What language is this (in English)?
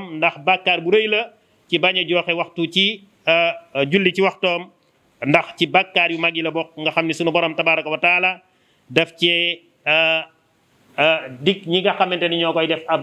Wolof